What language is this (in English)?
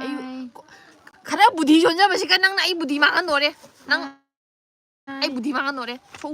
Manipuri